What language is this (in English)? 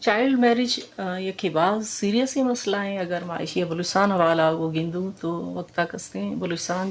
Eastern Balochi